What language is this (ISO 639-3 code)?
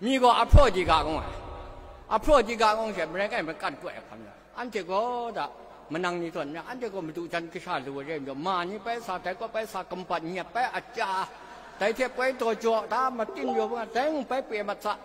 kac